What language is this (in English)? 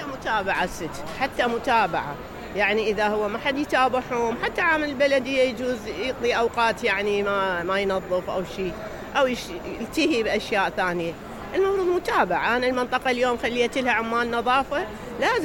Mesopotamian Arabic